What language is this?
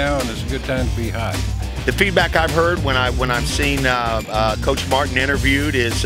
English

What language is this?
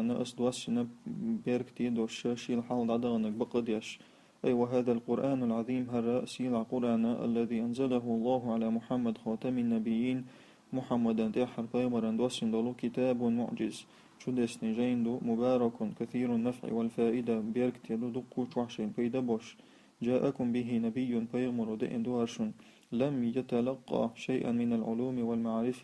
Chechen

